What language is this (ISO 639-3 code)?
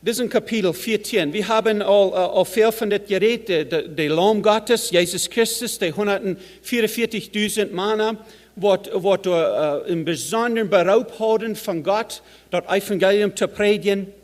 pdt